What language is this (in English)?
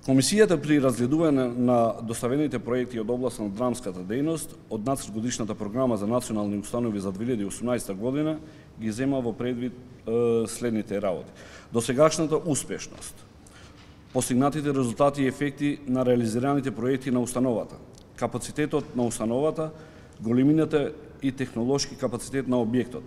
Macedonian